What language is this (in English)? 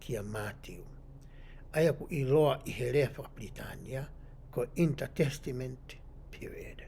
Tongan